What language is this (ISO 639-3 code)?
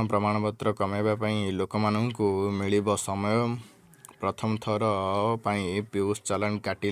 ori